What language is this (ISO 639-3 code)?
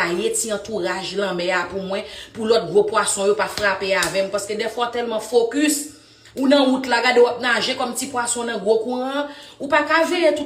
hat